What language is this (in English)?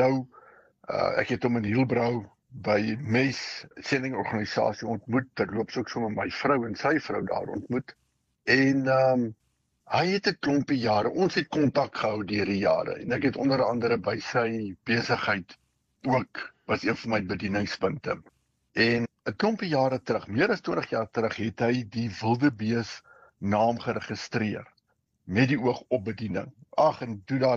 Afrikaans